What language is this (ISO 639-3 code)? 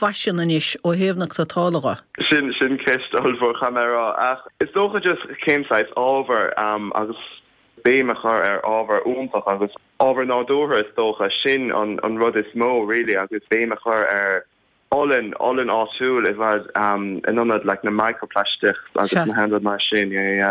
gle